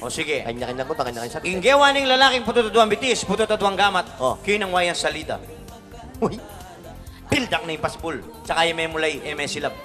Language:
Pampanga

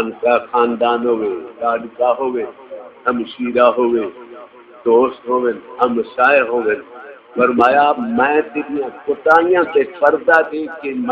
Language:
Saraiki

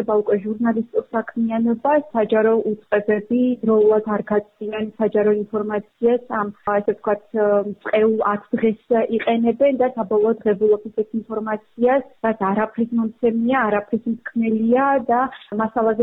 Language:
Georgian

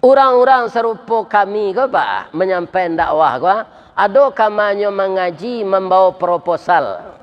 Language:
Minangkabau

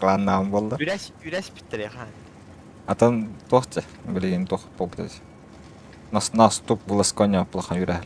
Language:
Yakut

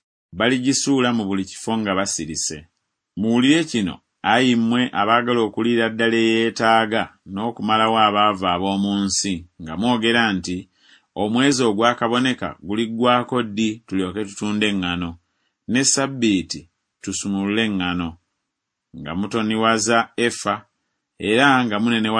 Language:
Ganda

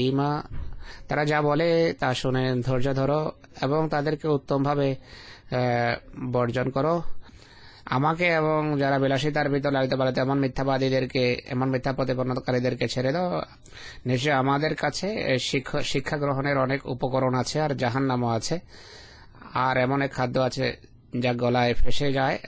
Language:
Bangla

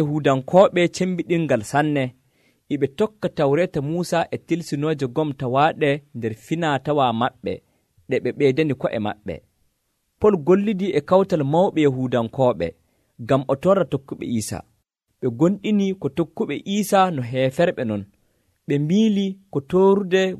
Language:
Nigerian Fulfulde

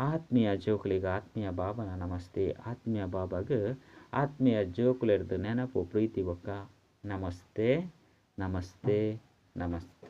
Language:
Tulu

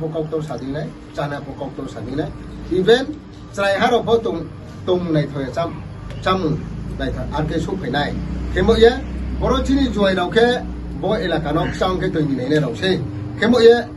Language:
Riang (India)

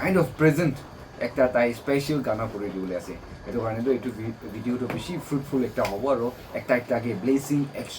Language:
Naga Pidgin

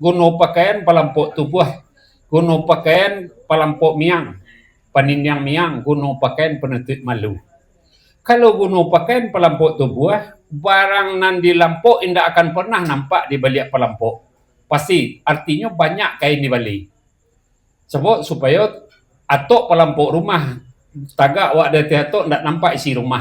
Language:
Minangkabau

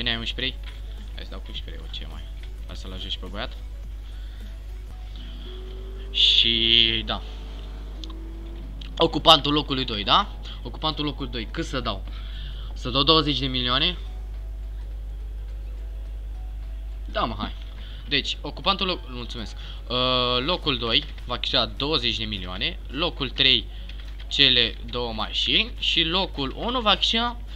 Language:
Romanian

